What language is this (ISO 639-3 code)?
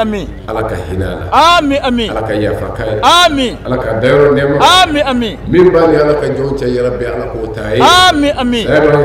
bam